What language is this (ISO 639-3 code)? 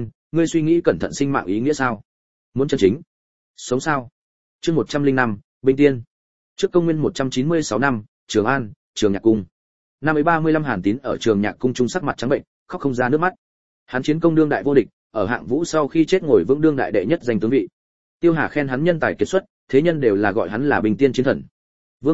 vie